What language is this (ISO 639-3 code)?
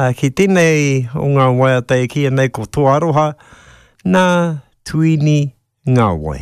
mri